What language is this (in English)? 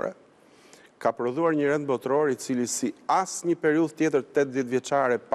Albanian